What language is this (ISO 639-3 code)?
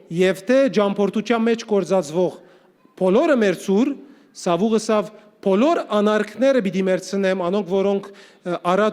hyw